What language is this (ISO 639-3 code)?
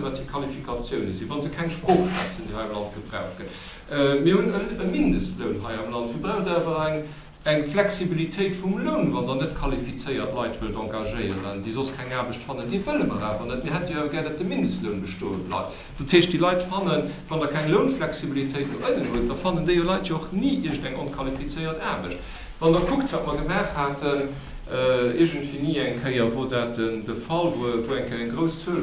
ltz